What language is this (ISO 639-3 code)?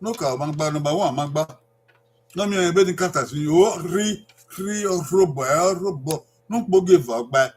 bin